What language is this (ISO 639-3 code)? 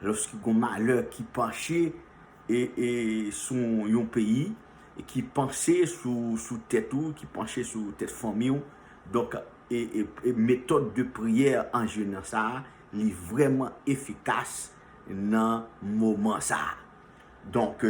hat